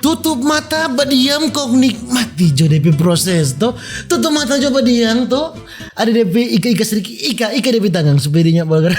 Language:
Manado Malay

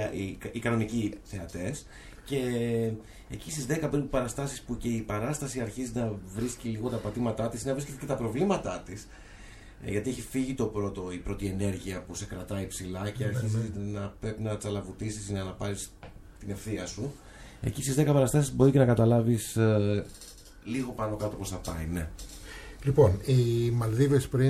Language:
Greek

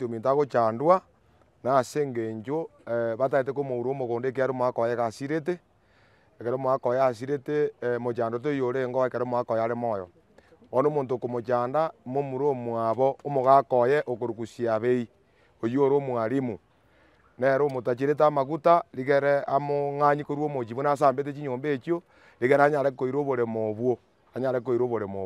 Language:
Gusii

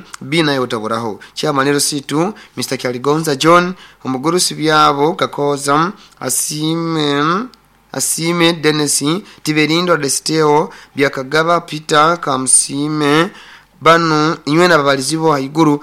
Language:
Nyoro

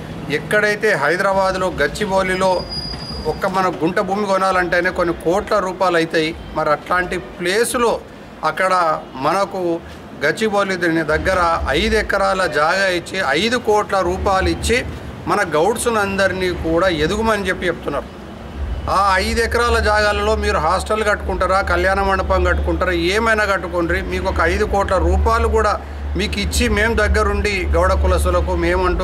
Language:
Telugu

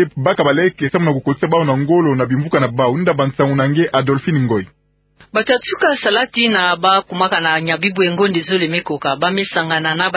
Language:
Kituba (Democratic Republic of Congo)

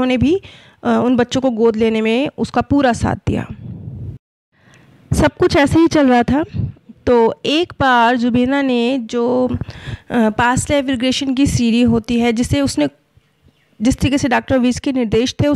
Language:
Hindi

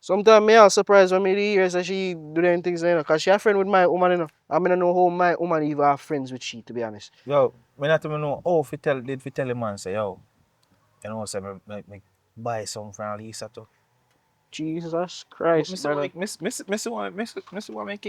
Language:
Jamaican Creole English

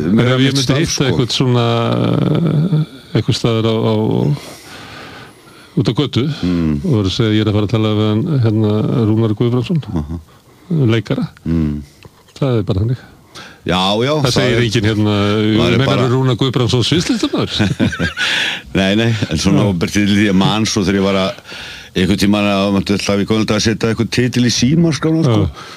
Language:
Icelandic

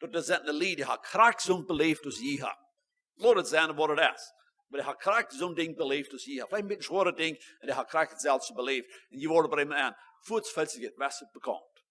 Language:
Plautdietsch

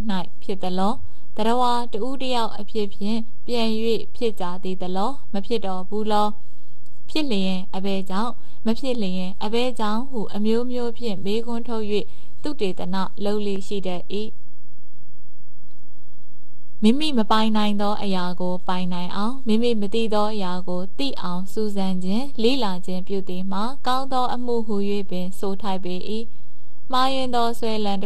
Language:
Burmese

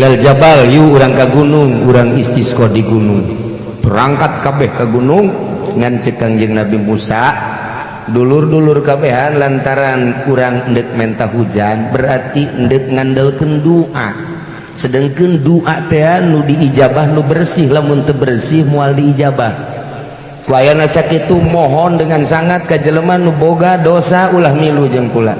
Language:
Sundanese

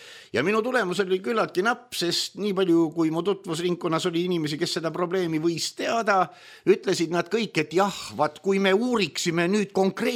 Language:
Estonian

